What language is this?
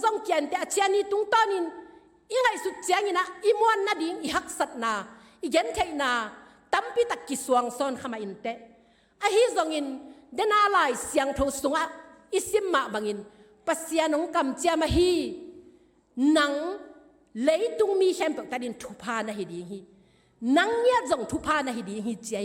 Tedim Chin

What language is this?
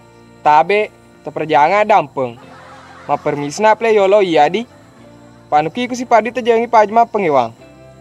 Buginese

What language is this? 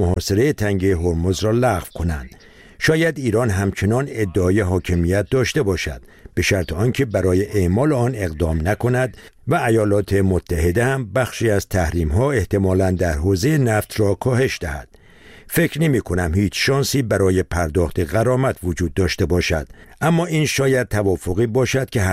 Persian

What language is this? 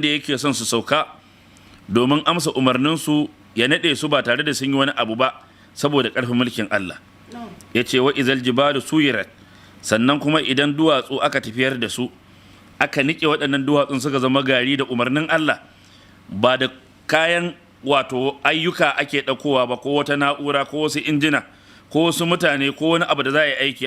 Hausa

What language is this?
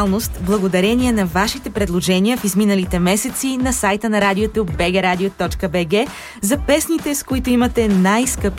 Bulgarian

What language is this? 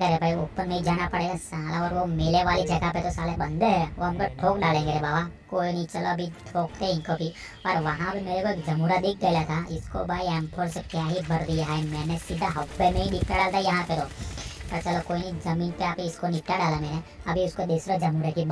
Hindi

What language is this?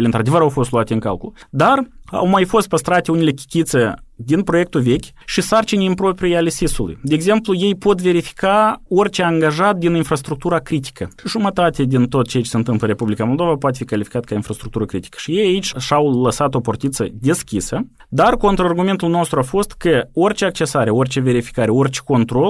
Romanian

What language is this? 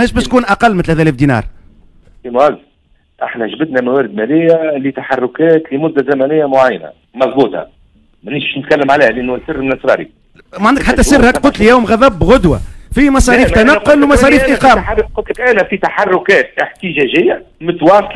Tunisian Arabic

